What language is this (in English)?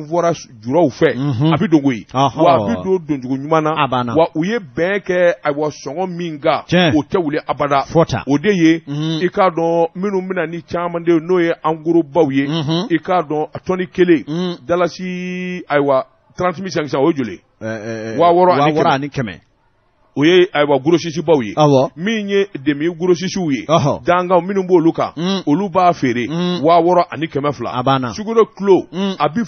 Bambara